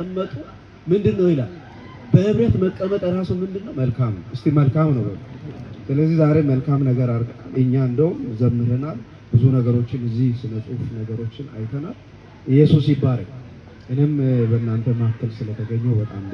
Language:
Amharic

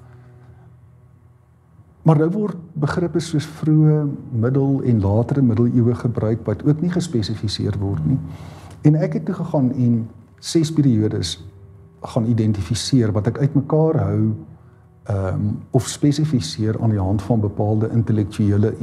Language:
Afrikaans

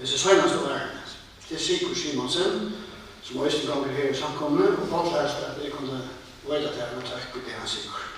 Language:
Faroese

